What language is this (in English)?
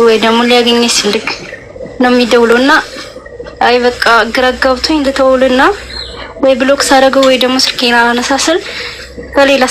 Amharic